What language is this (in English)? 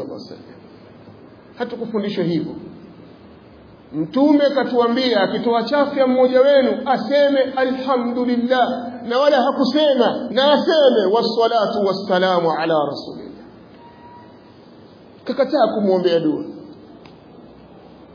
Swahili